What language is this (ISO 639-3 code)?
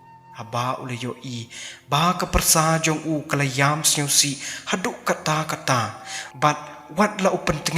kha